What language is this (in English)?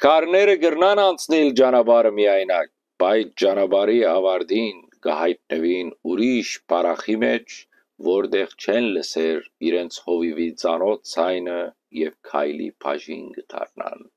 Western Armenian